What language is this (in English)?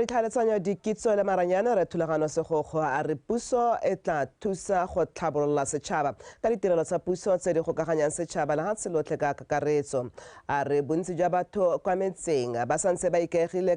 Tswana